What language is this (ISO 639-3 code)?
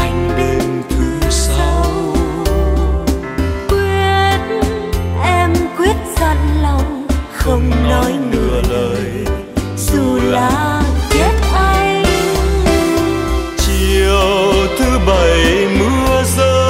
vie